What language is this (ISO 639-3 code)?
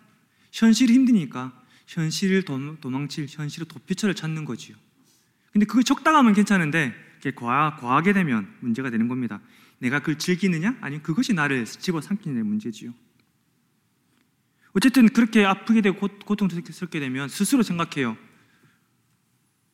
kor